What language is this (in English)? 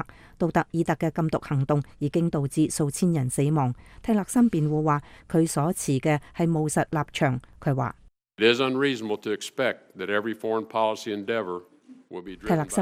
Cantonese